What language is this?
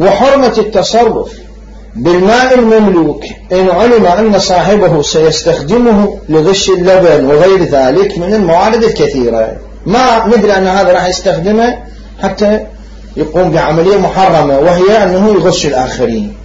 Mesopotamian Arabic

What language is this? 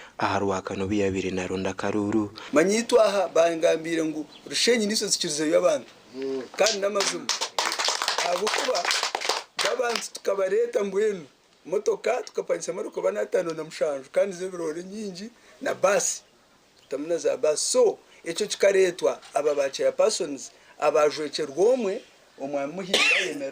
Nyankole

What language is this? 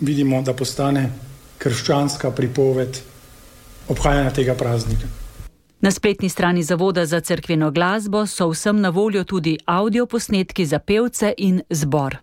Slovenian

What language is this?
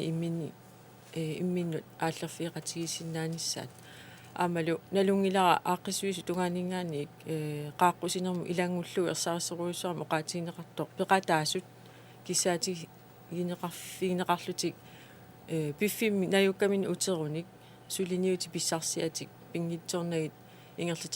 Kalaallisut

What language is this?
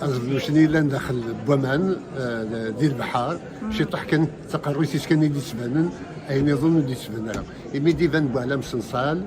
Kabyle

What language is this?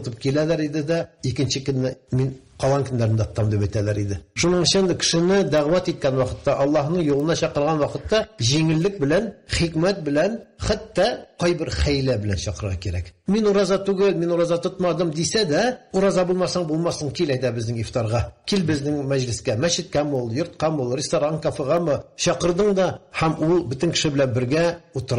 Tatar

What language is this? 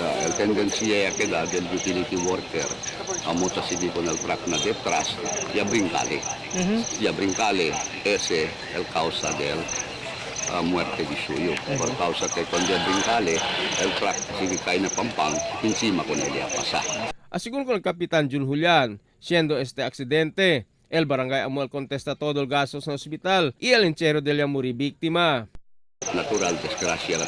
Chavacano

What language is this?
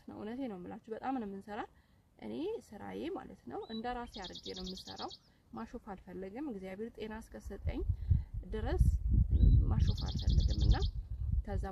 Amharic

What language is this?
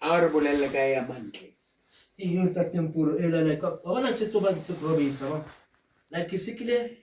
Southern Sotho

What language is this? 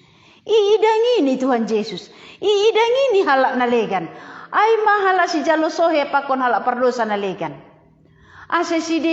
Batak Simalungun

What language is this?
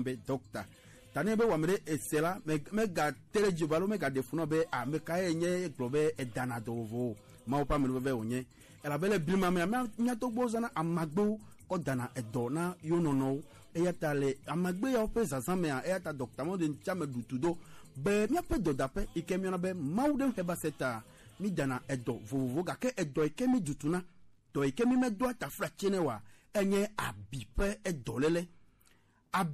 Gen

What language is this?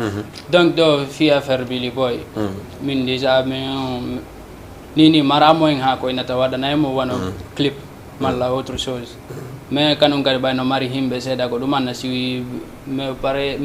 Fula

